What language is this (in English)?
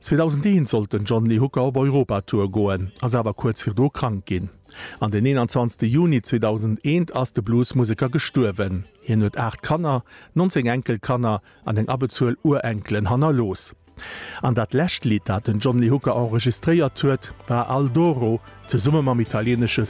Luxembourgish